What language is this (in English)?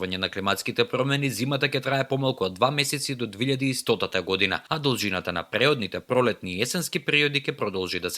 Macedonian